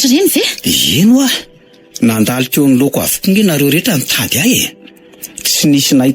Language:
Malagasy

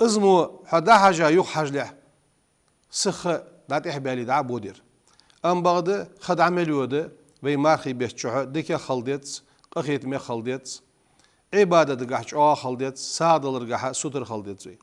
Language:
Ingush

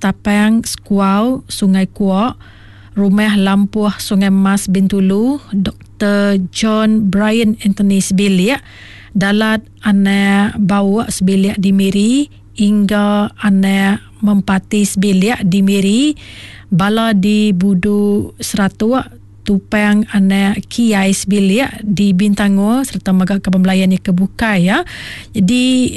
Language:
Iban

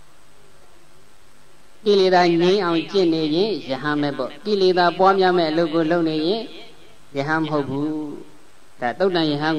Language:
Burmese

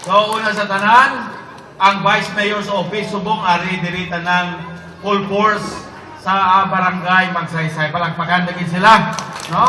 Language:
Hiligaynon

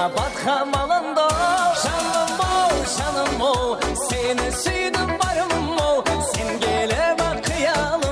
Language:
Kara-Kalpak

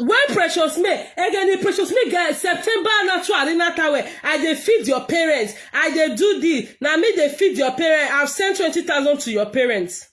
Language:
Nigerian Pidgin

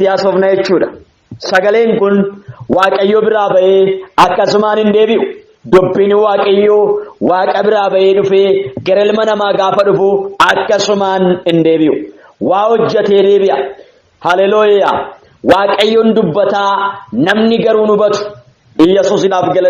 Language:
Oromo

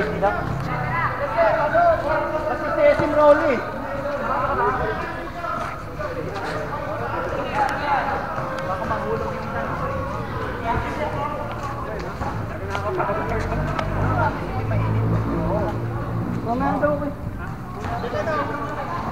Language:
Filipino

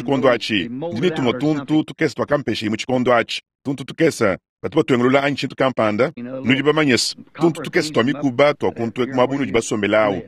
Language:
Luba-Lulua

